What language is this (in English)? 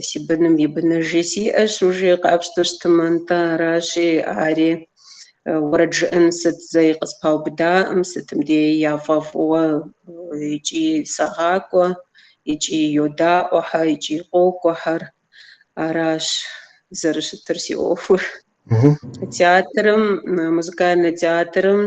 Kabardian